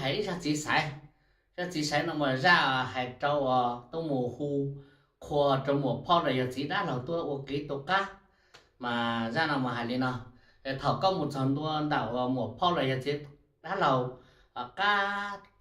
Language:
Hmong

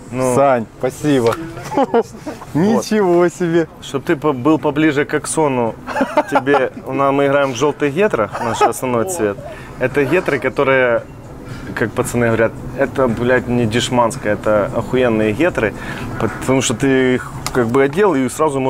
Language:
Russian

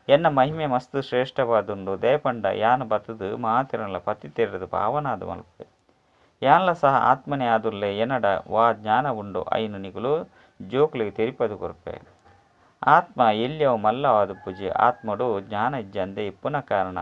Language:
Tulu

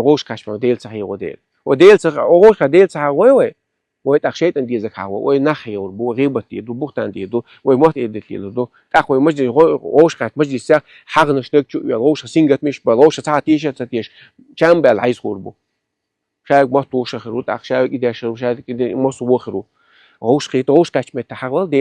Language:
Chechen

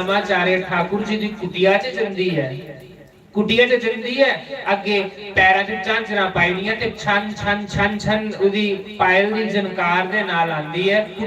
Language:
Dogri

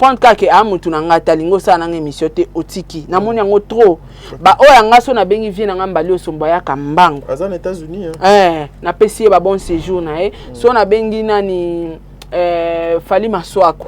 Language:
Lingala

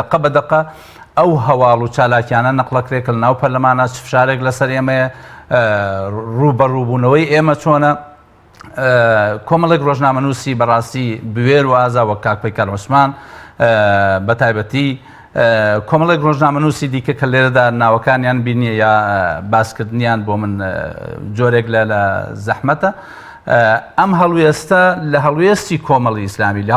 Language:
Central Kurdish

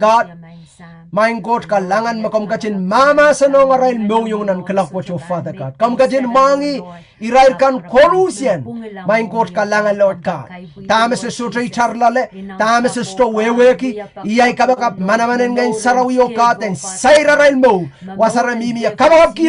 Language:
Pohnpeian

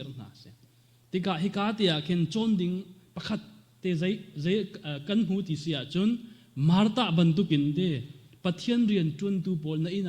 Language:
Hakha Chin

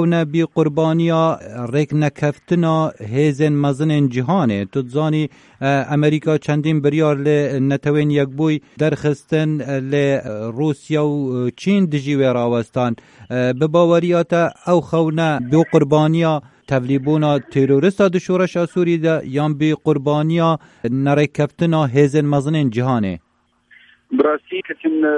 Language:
Kurdish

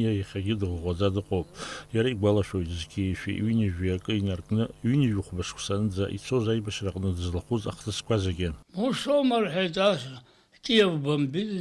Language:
Abkhazian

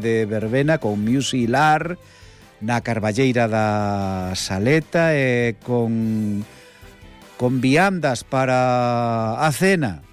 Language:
Galician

